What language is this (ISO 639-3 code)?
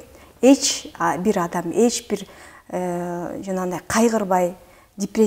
kir